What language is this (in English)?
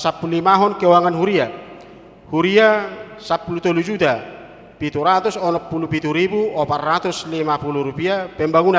Batak Toba